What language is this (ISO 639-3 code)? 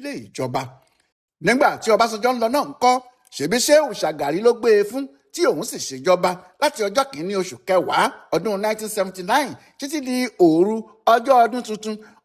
yor